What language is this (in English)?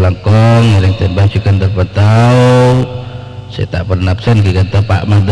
Madurese